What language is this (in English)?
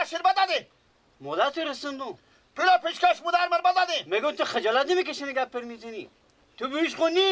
Persian